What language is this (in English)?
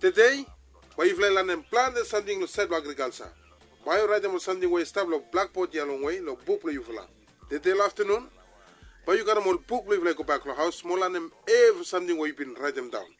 Bislama